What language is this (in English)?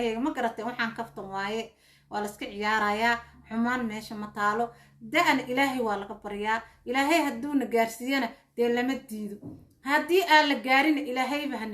Somali